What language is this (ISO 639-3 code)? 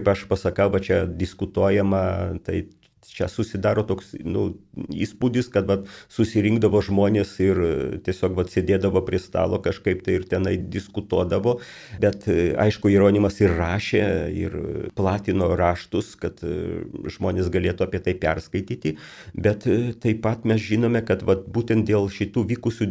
lit